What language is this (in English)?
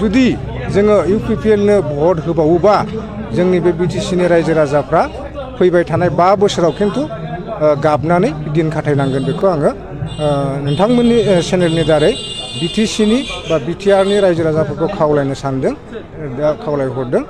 Bodo